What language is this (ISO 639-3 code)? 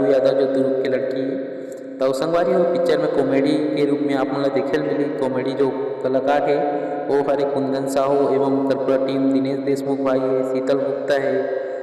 hne